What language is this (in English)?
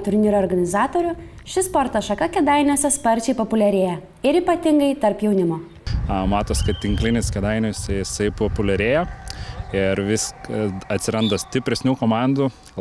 Lithuanian